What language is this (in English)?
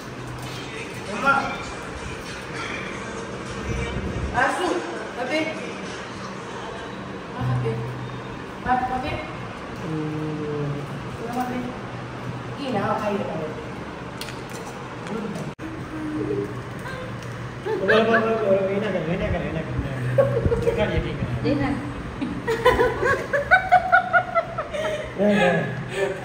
Gujarati